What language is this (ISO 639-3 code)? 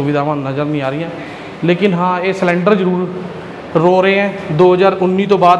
pan